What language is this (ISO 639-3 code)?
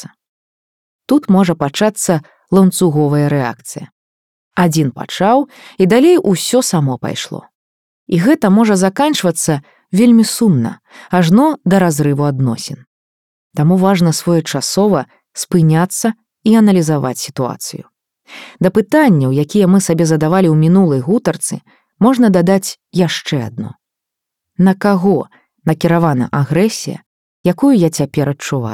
bel